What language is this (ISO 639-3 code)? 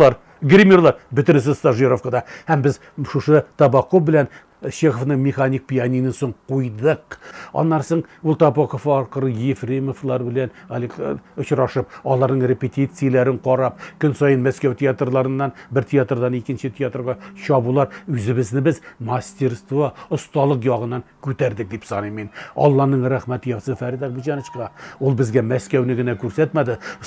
tat